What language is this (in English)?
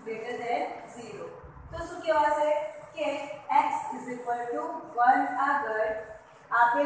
Gujarati